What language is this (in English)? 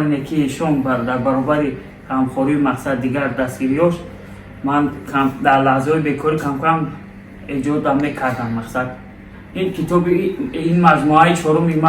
Tajik